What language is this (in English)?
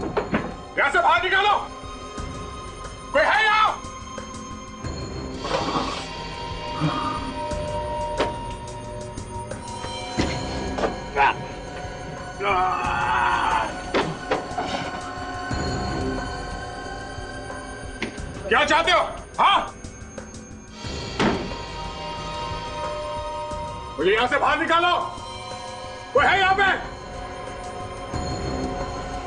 Hindi